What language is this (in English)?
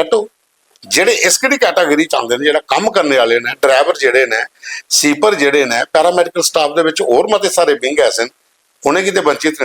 Dogri